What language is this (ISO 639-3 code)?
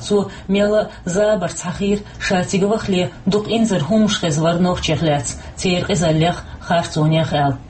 che